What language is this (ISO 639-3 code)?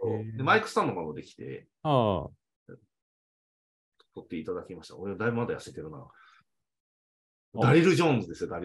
jpn